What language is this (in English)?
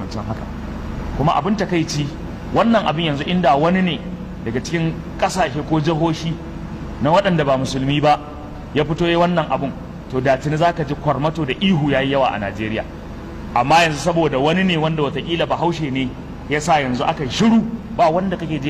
Hausa